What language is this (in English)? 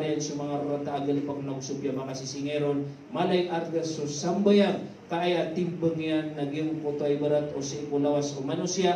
Maranao